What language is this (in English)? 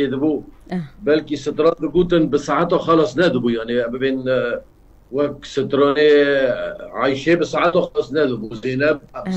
Kurdish